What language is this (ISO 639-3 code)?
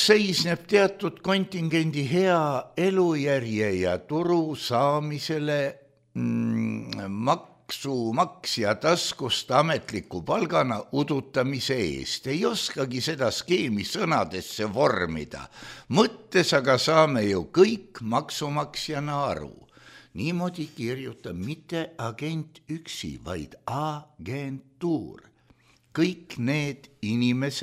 est